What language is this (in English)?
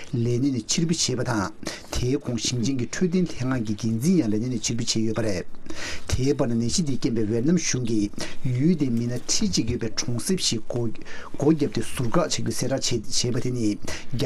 Tibetan